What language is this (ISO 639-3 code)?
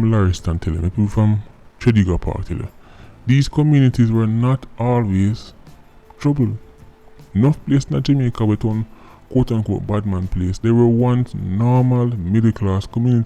jam